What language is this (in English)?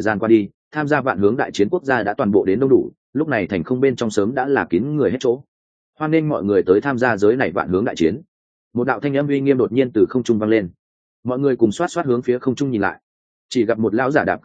Vietnamese